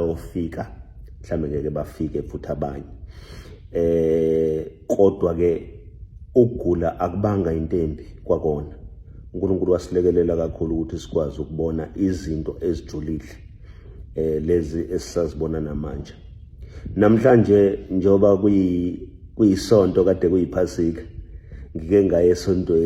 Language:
Zulu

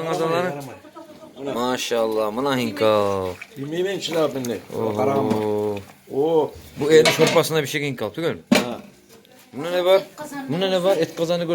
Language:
Kumyk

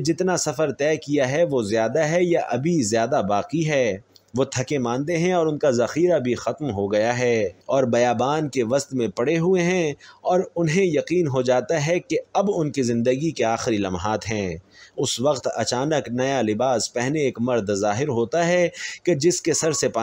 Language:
Urdu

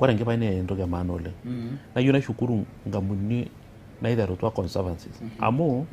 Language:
Masai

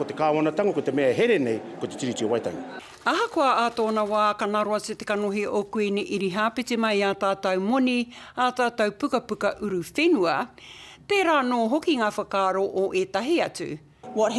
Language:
Māori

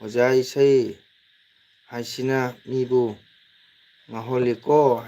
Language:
Manipuri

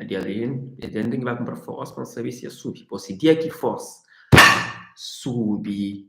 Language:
Kabuverdianu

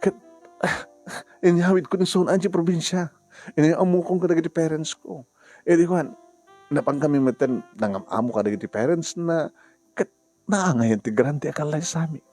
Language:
Iloko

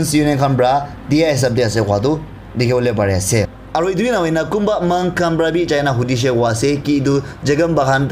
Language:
Naga Pidgin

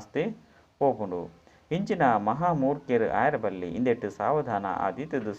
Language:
Tulu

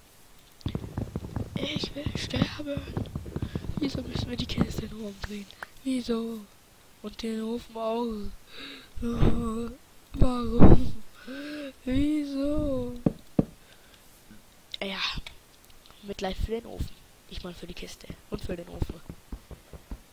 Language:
German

